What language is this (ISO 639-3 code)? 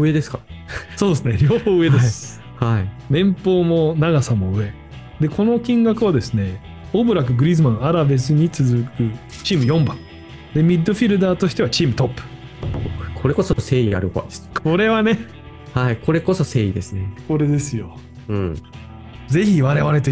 jpn